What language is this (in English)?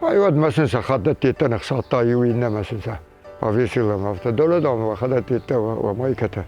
Ossetic